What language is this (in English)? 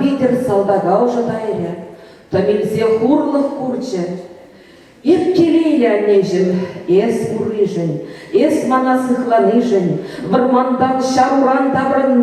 Chuvash